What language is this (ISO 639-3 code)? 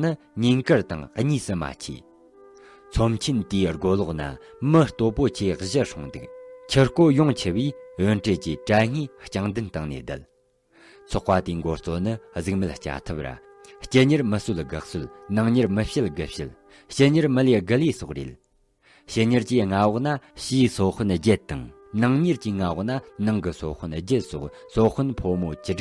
bod